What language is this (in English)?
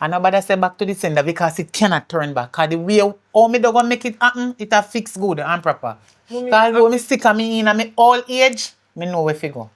Jamaican Creole English